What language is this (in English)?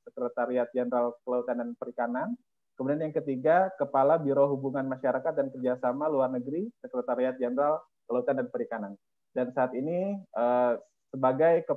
Indonesian